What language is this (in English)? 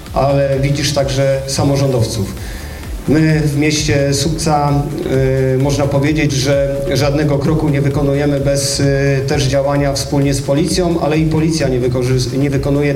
Polish